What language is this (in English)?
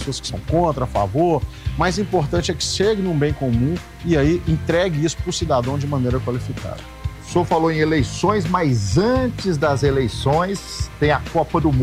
Portuguese